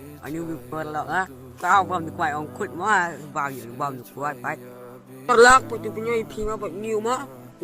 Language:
Khasi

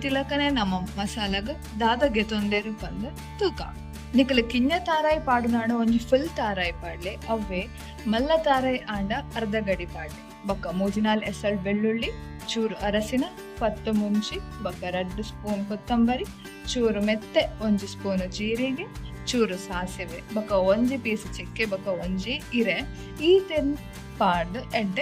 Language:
Tulu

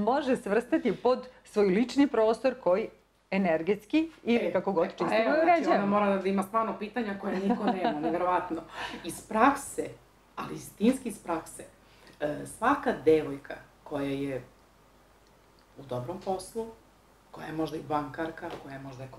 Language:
Serbian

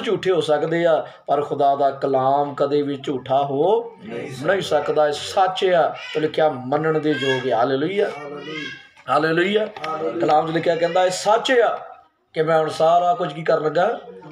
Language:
Punjabi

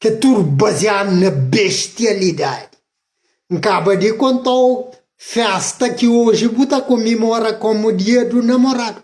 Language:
Kabuverdianu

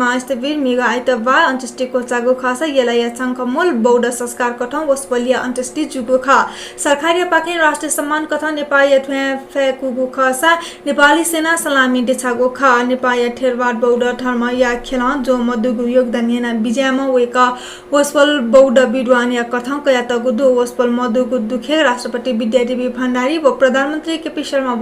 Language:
Newari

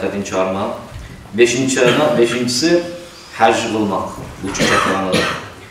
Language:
Kumyk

